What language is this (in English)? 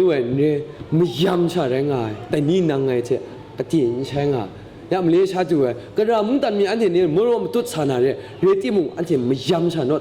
Kachin